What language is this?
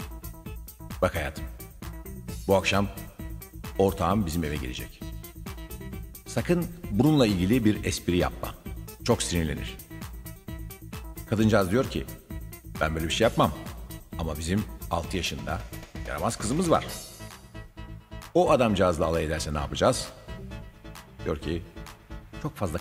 Turkish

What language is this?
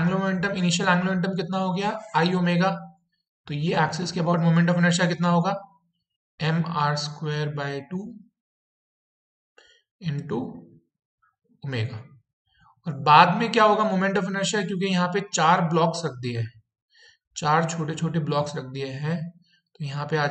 Hindi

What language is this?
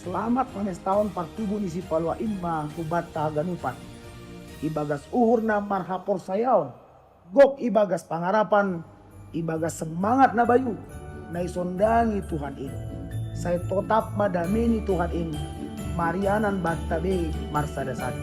Batak Simalungun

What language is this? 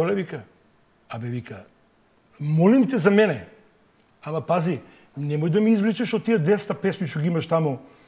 Macedonian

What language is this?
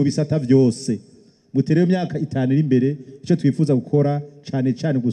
Rundi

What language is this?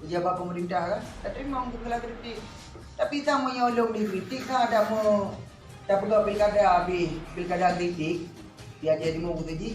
Achinese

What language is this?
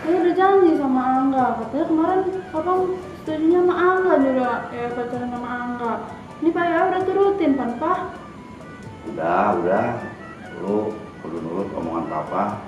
Betawi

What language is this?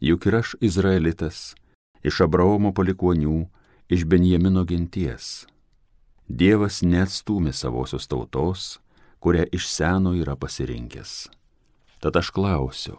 Lithuanian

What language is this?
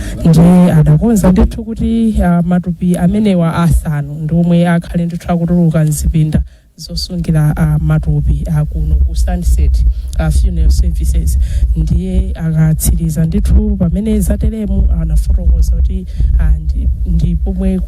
Nyanja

